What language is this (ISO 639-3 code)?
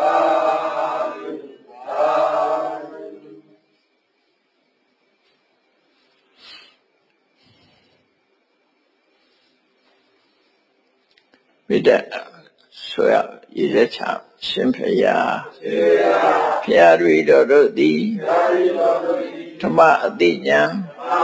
mya